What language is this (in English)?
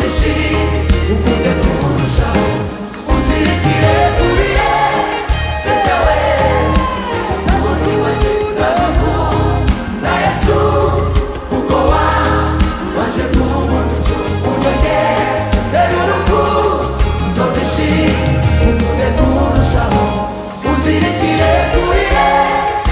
Kinyarwanda